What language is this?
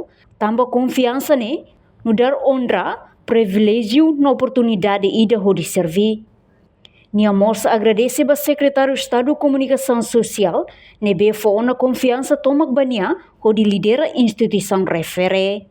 Tetum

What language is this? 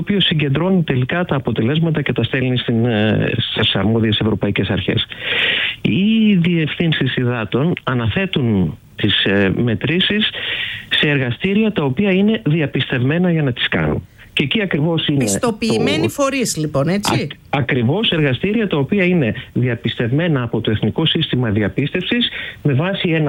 Greek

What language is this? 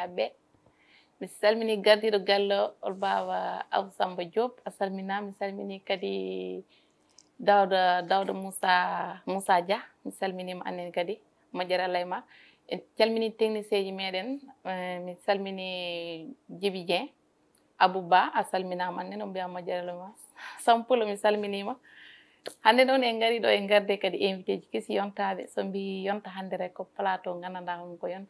Fula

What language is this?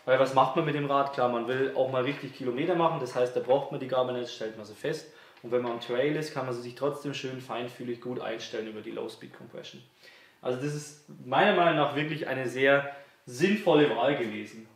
German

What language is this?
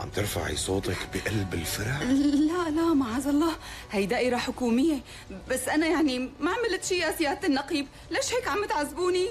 North Levantine Arabic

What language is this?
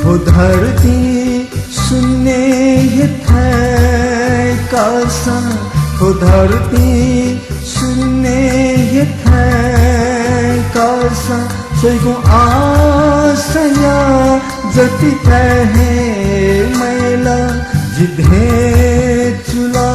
Newari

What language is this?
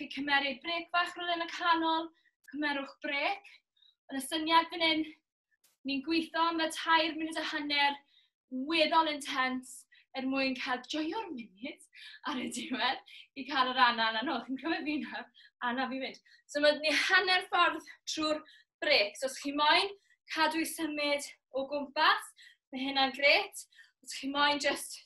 Welsh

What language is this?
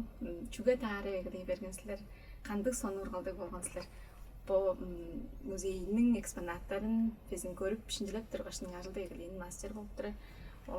Tuvinian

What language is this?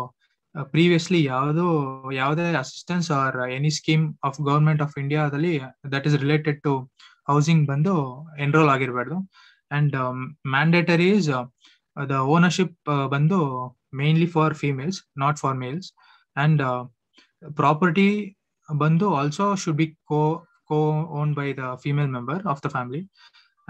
Kannada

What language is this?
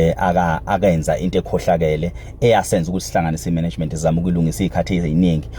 Zulu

